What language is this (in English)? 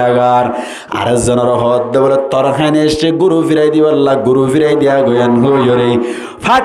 Rohingya